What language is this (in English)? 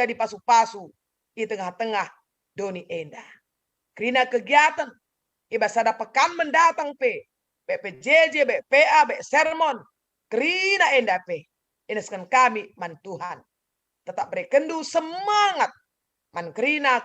Batak Karo